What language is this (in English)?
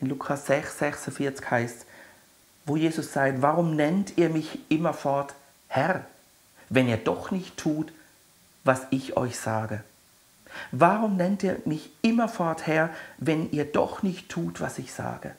Swiss German